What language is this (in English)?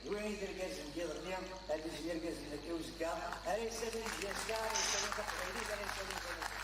Kabyle